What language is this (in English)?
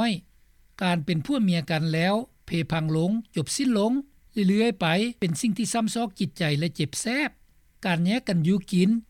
Lao